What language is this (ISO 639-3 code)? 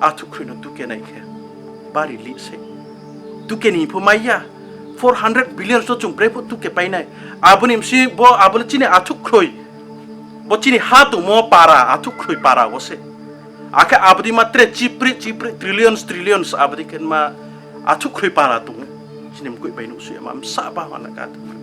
ria